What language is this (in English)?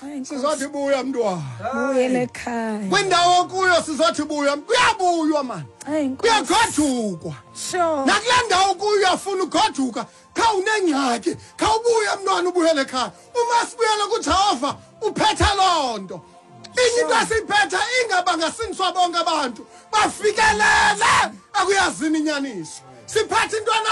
Xhosa